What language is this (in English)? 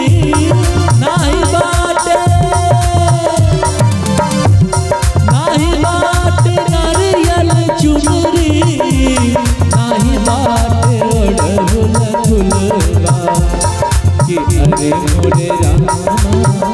Bhojpuri